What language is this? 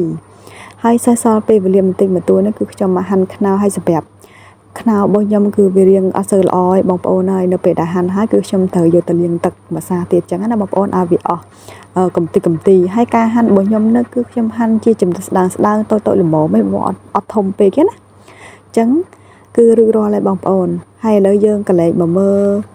Khmer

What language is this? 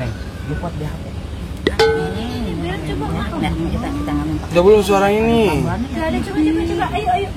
Betawi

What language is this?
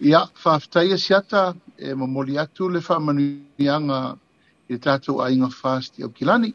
Samoan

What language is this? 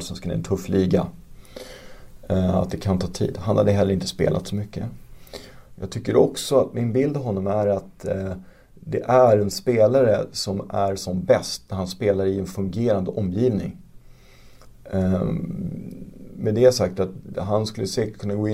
Swedish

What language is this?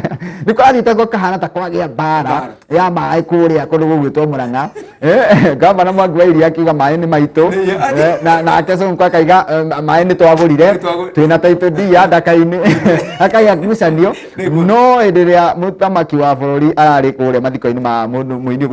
Kikuyu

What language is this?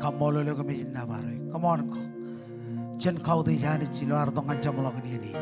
Marshallese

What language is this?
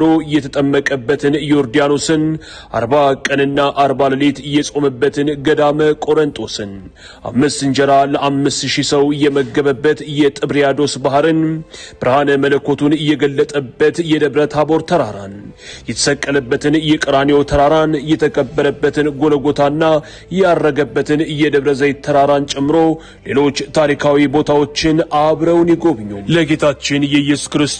Amharic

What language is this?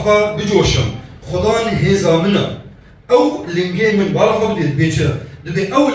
Kurdish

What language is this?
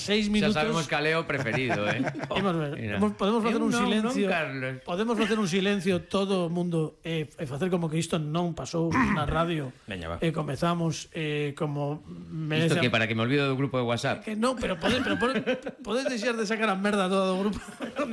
Galician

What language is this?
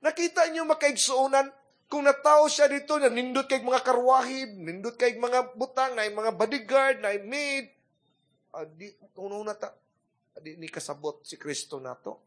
Cebuano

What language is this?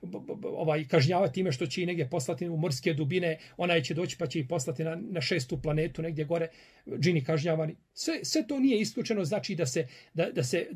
Bosnian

